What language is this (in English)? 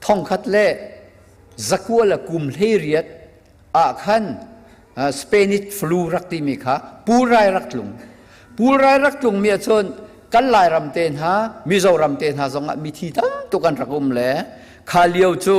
Hakha Chin